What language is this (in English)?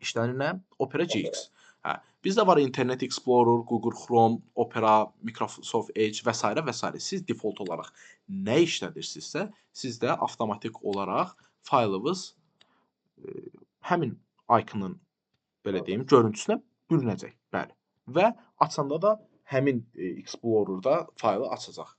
Azerbaijani